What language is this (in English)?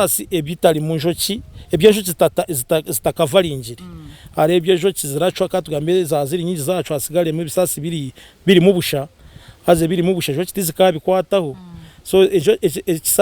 Nyankole